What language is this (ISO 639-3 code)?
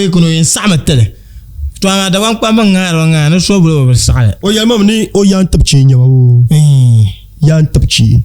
dag